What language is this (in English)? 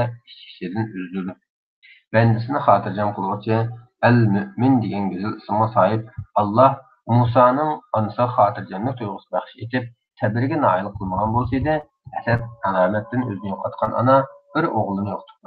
Uyghur